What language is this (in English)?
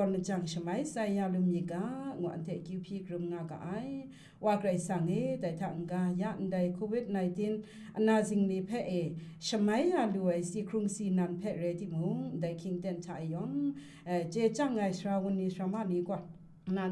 Kachin